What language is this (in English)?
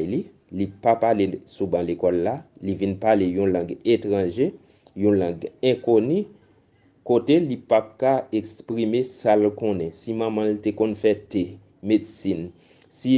Haitian Creole